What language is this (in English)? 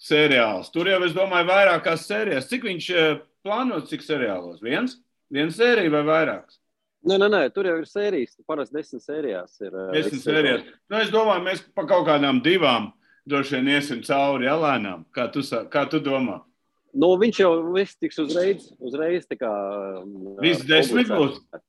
Latvian